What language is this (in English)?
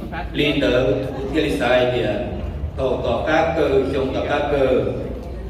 Hmong